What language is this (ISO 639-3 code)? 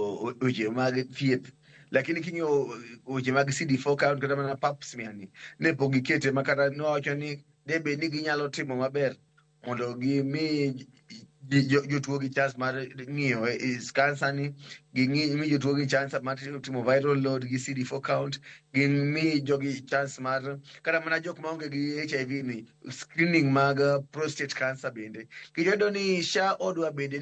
luo